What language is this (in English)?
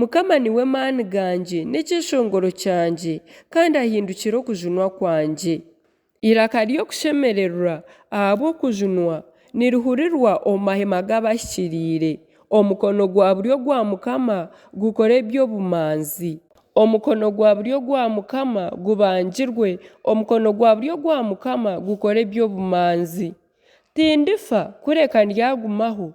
Nyankole